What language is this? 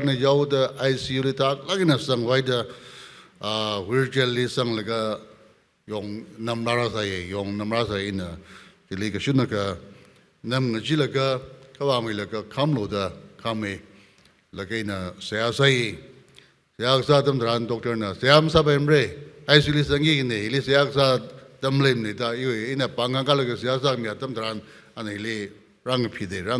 Tangkhul Naga (India)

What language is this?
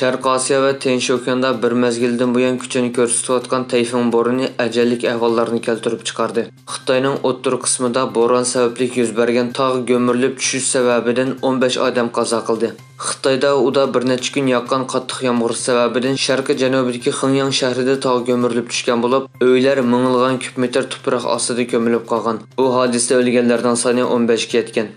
Uyghur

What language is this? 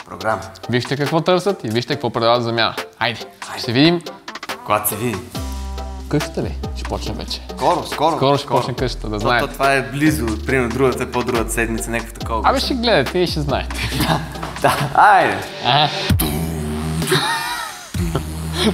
Bulgarian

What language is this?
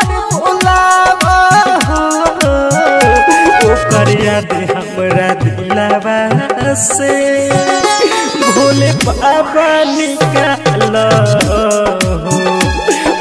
Bhojpuri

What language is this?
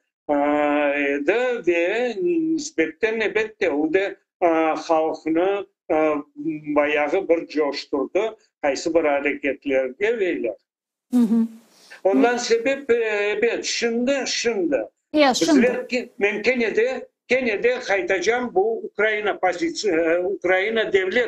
Crimean Tatar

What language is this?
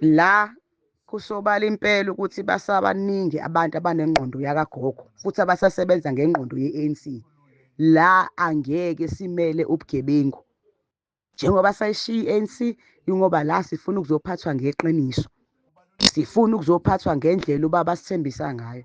Zulu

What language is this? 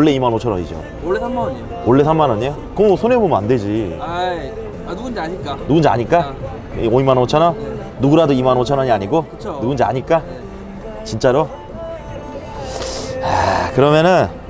Korean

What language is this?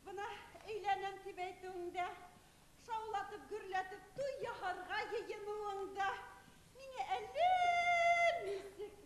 Bashkir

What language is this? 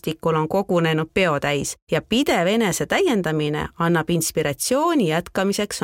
Estonian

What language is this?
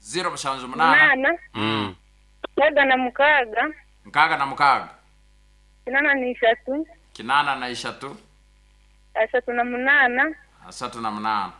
Nyankole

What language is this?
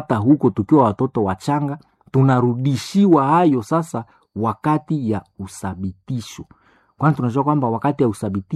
Swahili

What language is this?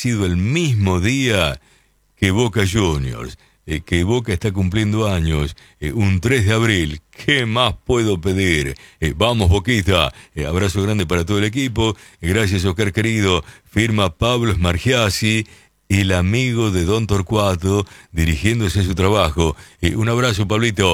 Spanish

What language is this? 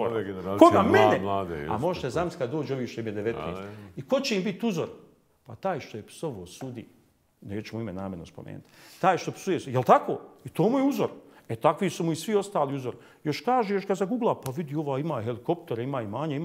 Bosnian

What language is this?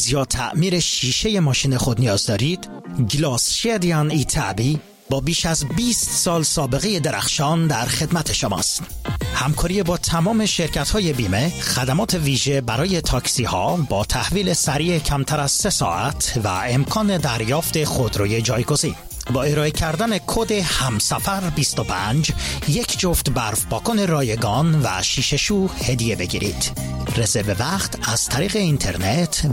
Persian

